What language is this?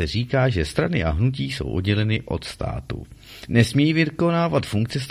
Czech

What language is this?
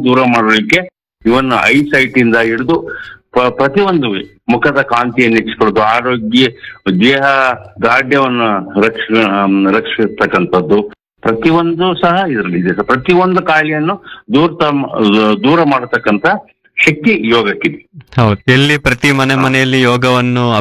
Kannada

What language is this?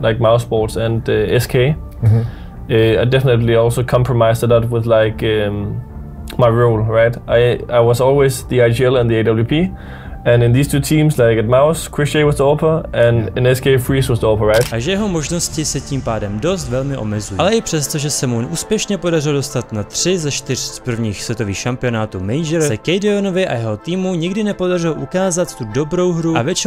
Czech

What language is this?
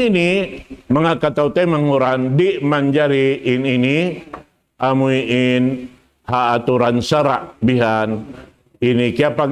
Tausug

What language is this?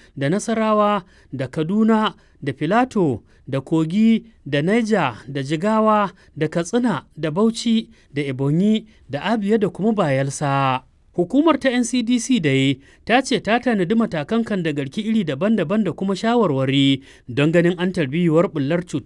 Hausa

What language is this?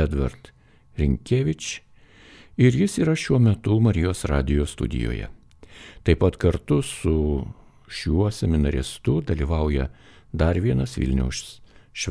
Lithuanian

